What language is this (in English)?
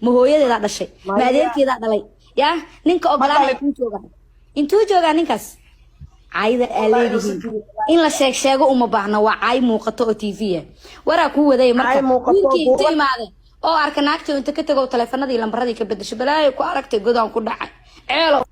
Somali